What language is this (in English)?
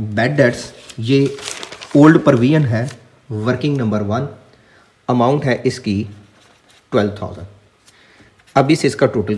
Hindi